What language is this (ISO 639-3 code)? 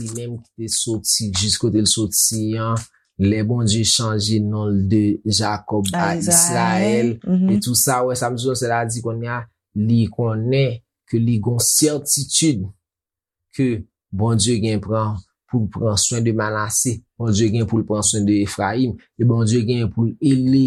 hat